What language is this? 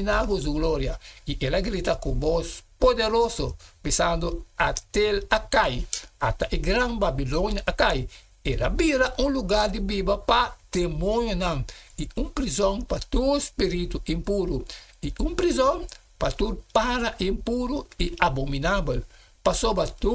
Papiamento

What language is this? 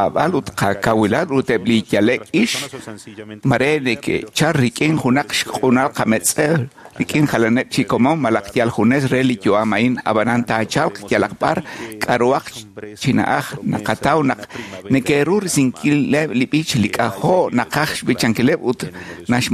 Kekchí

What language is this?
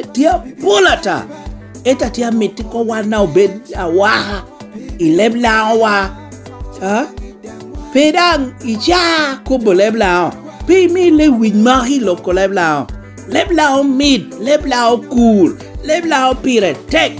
Lango (Uganda)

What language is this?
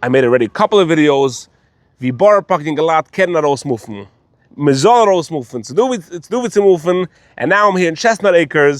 Yiddish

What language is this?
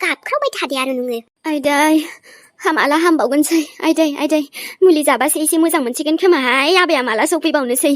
Bodo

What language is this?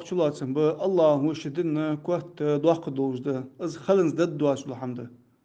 Ingush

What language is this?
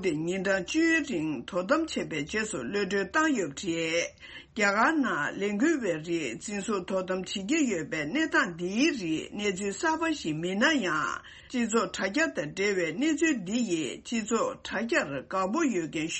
Tibetan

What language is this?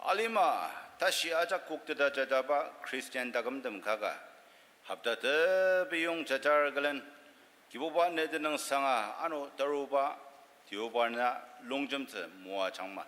Ao Naga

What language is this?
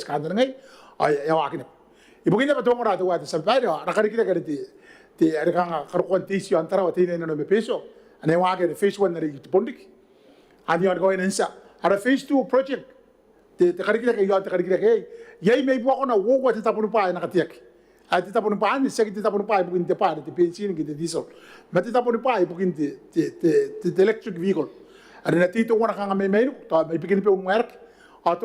Gilbertese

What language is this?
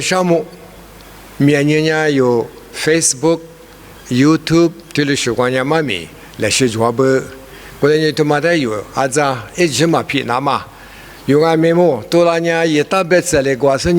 Lisu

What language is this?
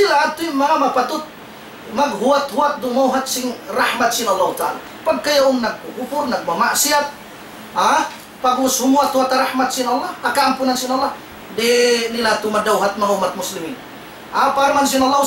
Tausug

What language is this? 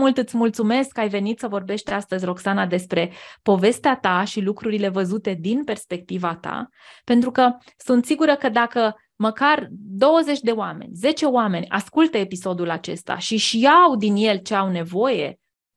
Romanian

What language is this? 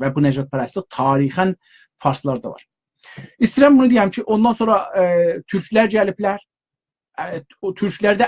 South Azerbaijani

